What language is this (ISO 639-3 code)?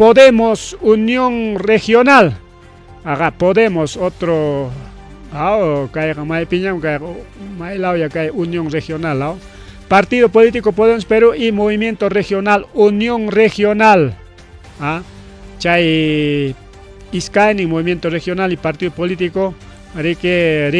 quy